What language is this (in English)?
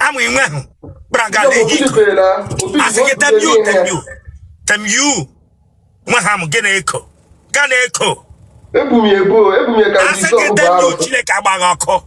Igbo